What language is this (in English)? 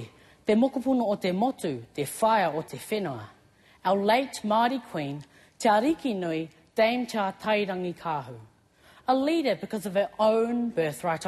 Māori